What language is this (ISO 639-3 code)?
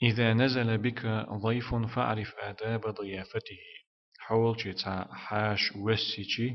che